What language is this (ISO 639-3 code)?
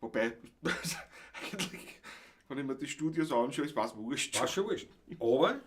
bar